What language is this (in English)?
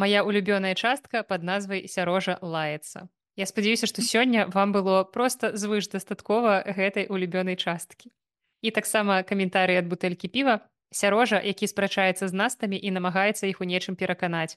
Belarusian